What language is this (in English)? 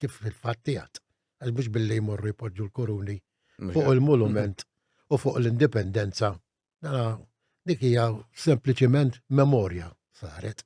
Maltese